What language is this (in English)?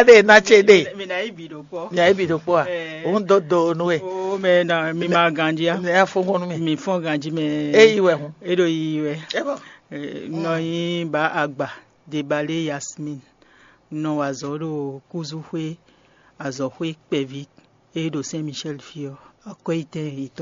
Fon